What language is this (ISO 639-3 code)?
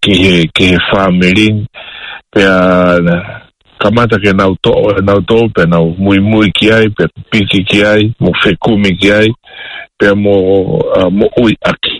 ton